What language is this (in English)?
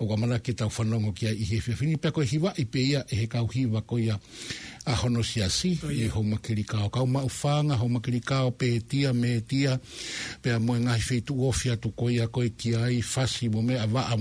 Tongan